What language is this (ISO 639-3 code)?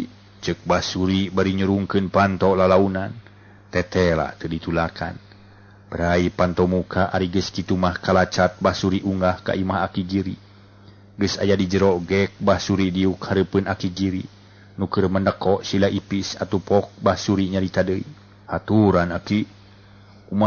sun